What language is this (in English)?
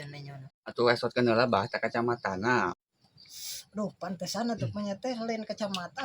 Sundanese